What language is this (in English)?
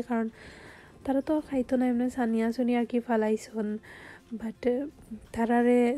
Sylheti